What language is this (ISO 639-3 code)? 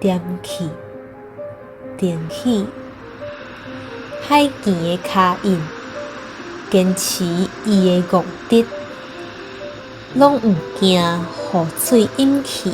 nan